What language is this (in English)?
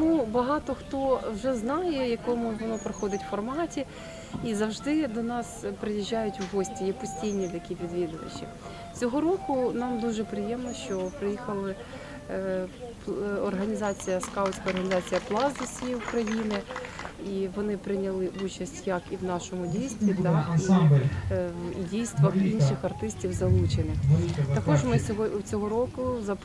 Ukrainian